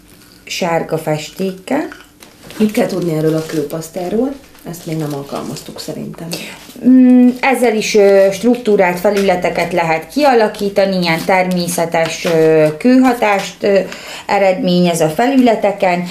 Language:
Hungarian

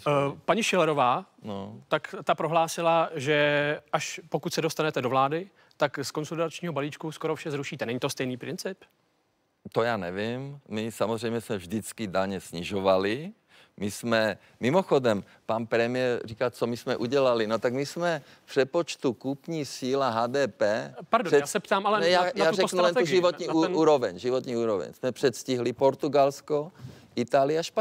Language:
Czech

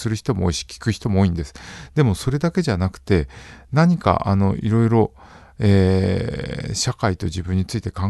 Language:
Japanese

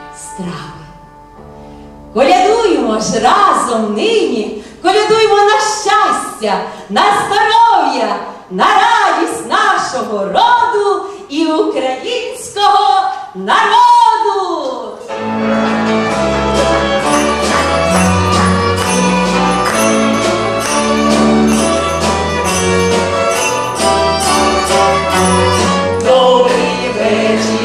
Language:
Ukrainian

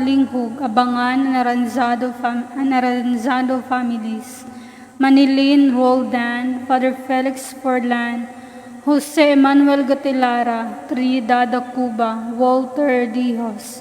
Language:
Cebuano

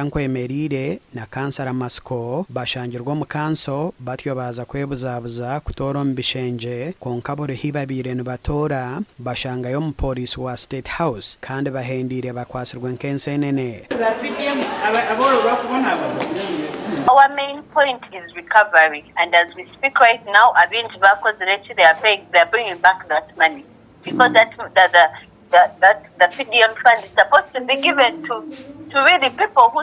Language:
Nyankole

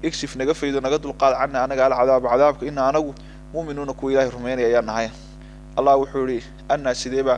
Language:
Somali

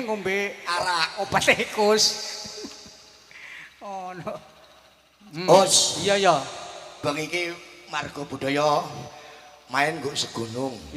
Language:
Javanese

